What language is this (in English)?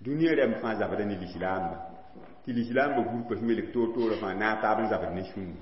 Mossi